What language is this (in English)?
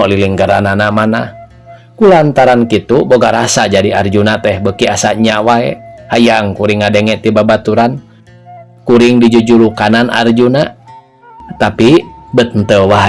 Sundanese